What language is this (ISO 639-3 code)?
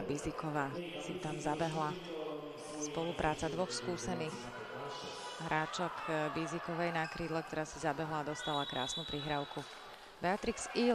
slk